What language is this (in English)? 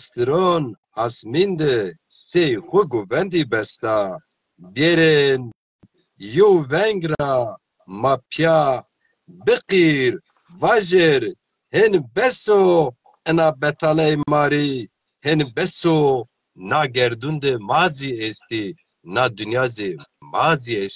Zaza